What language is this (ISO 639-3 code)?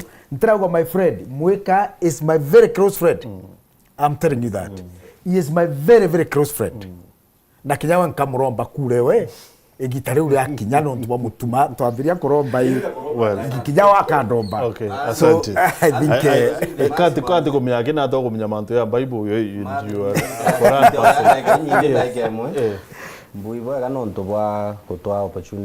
mer